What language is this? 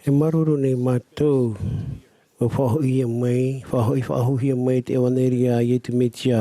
Tahitian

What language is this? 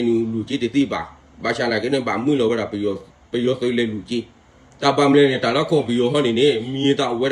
S'gaw Karen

